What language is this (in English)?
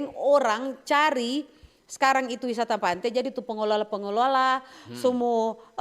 Manado Malay